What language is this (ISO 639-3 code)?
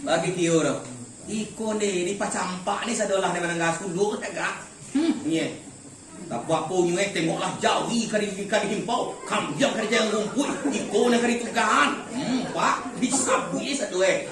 min